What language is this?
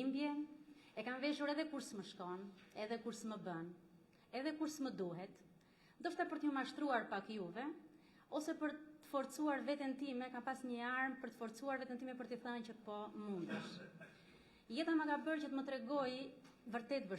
Albanian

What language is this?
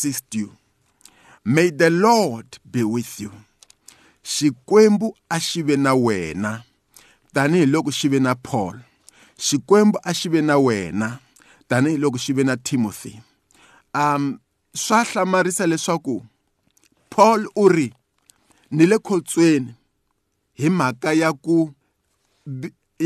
Tsonga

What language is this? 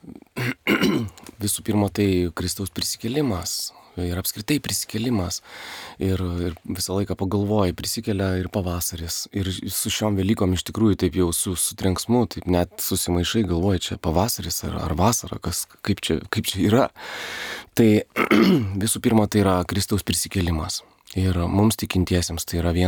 Lithuanian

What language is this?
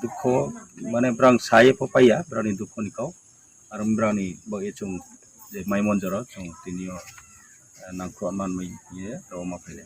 Riang (India)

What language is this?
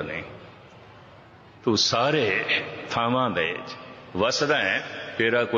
Punjabi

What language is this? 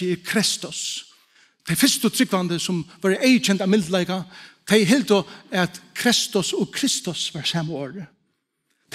Faroese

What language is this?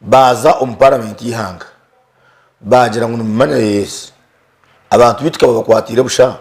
Nyankole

